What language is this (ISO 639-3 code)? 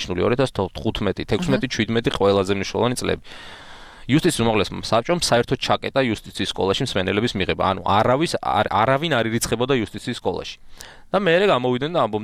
kat